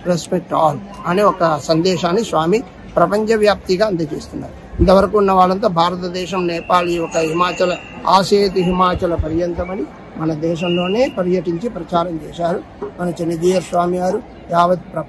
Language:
Telugu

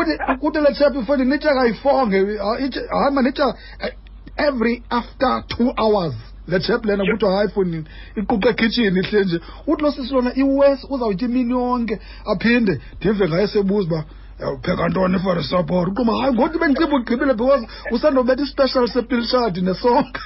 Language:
Xhosa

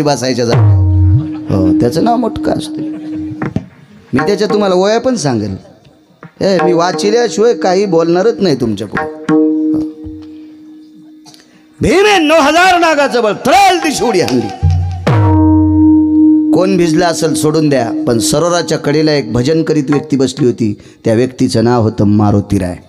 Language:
Marathi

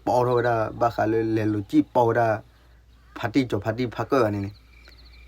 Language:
S'gaw Karen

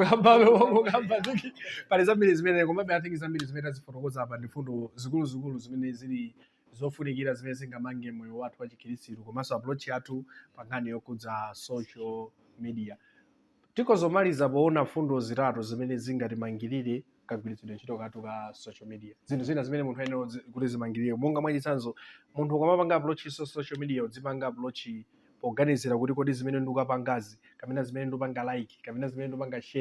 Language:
Nyanja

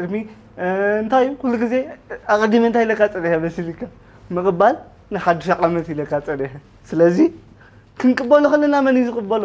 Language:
Tigrinya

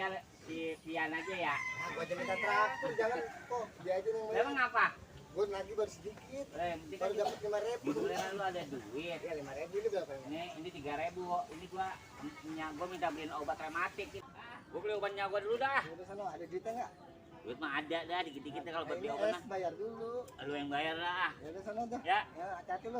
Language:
Betawi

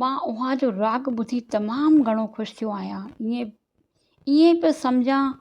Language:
Sindhi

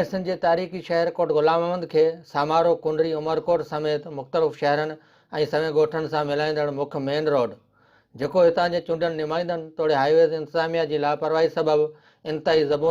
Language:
Sindhi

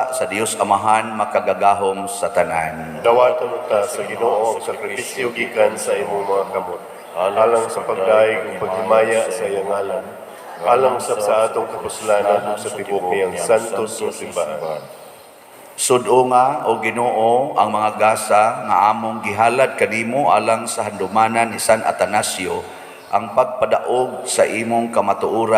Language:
Cebuano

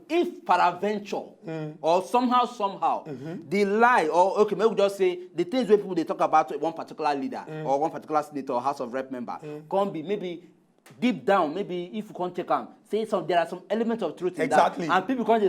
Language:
Nigerian Pidgin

